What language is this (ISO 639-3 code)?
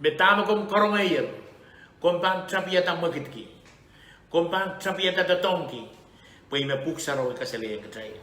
pon